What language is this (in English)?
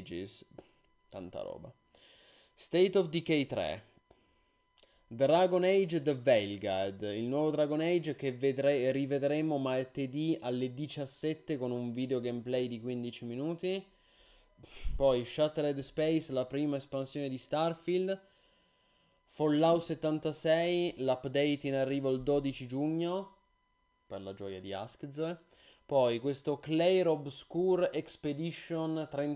Italian